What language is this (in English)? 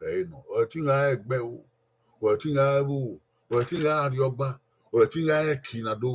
Bini